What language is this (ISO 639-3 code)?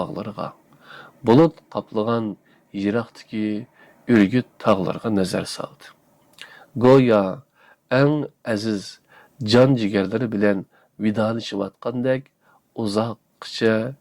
uig